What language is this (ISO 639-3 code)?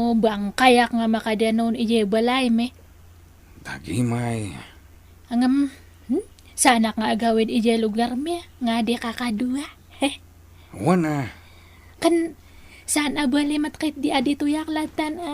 ilo